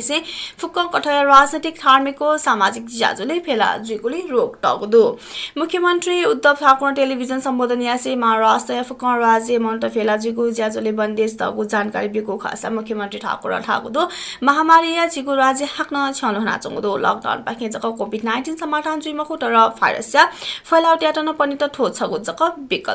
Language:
Newari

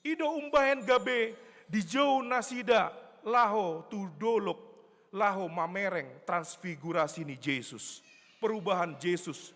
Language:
Batak Toba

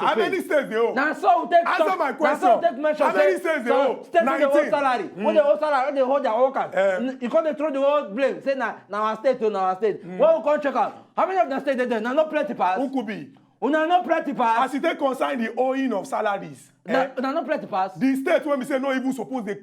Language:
Nigerian Pidgin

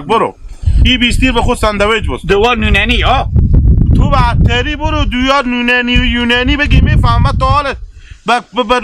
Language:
Hazaragi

